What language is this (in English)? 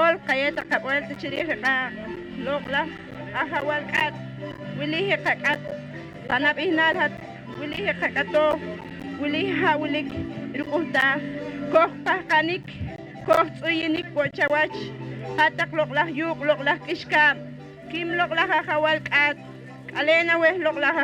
Poqomchi'